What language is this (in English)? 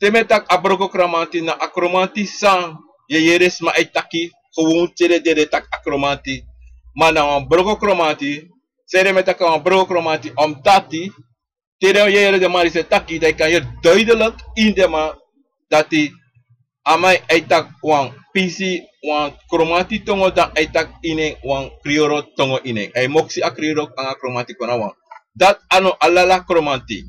Sranan Tongo